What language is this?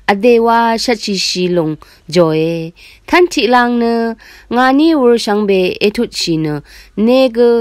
Rawang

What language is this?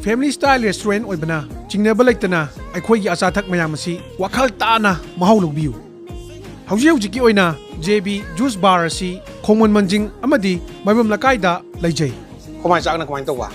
Manipuri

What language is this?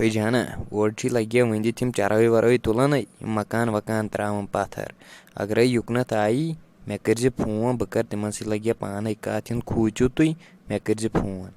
Kashmiri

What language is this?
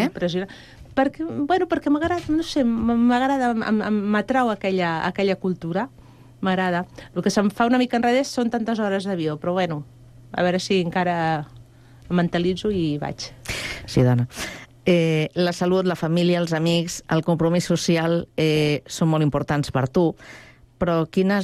Catalan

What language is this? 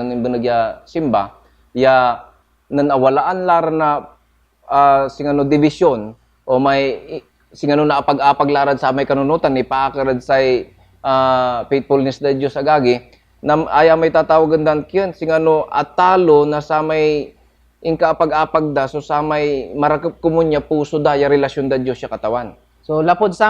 Pangasinan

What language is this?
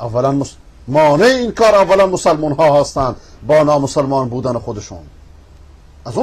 Persian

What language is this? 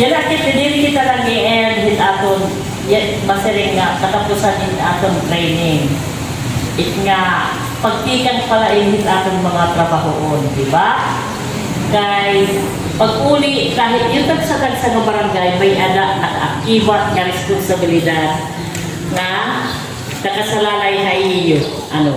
Waray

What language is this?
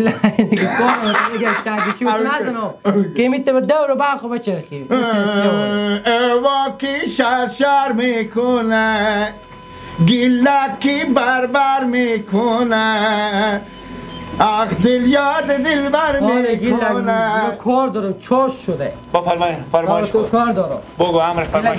Persian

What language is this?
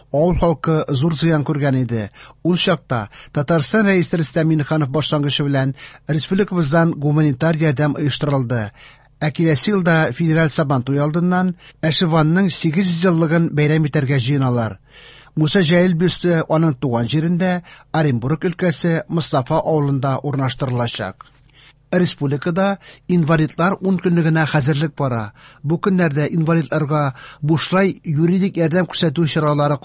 Tatar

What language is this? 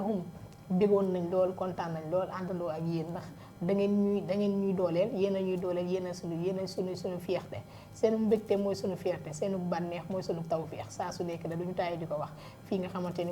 Wolof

